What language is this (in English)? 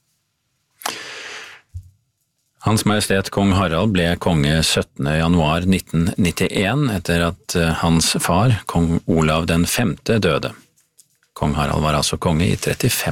Norwegian